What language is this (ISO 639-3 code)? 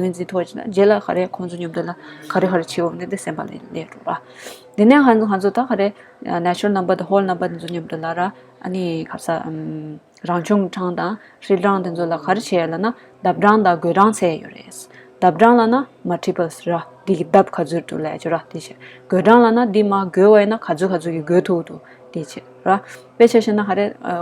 bod